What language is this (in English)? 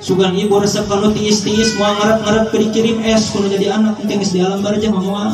Sundanese